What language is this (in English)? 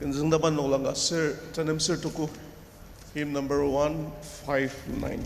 Ao Naga